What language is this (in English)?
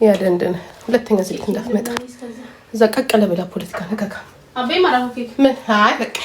Amharic